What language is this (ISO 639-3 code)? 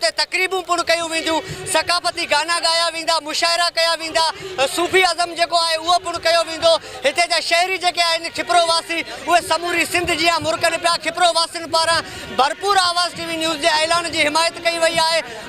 snd